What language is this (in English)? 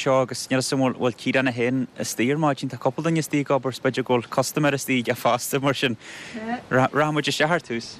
Irish